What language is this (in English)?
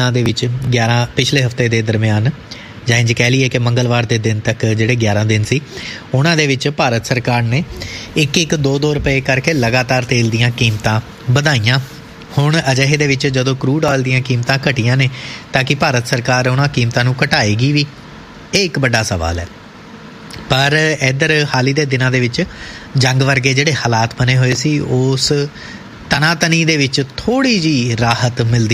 Punjabi